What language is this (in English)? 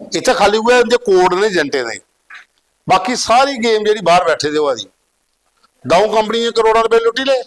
Dogri